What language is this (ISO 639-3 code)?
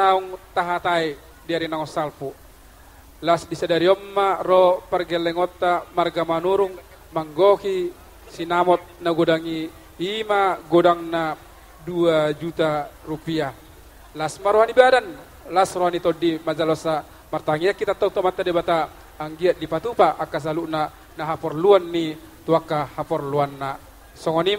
bbc